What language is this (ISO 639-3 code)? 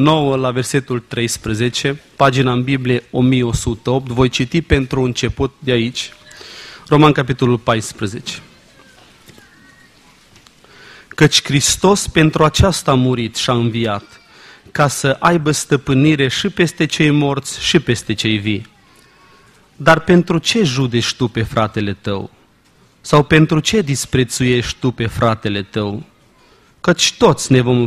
ron